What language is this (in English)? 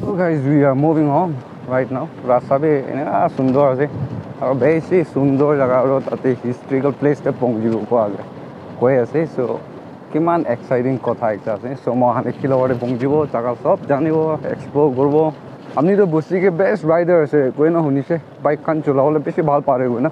Naga Pidgin